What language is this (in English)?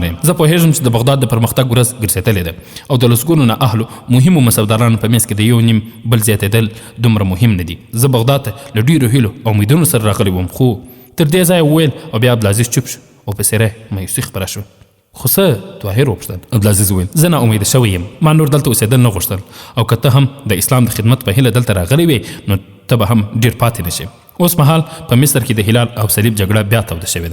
Pashto